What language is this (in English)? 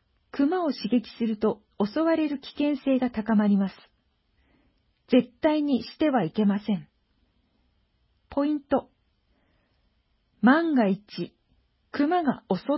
Japanese